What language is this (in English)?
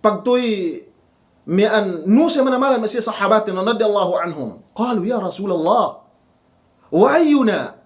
Yakan